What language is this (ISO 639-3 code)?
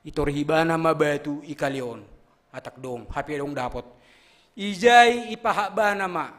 bts